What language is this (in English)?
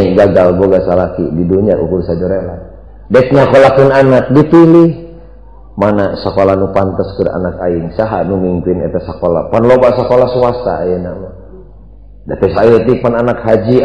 Sundanese